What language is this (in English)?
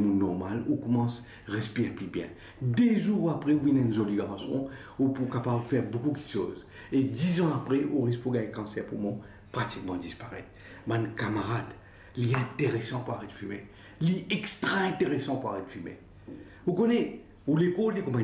Morisyen